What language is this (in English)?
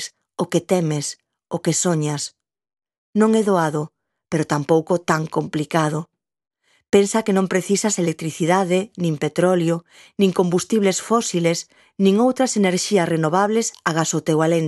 Galician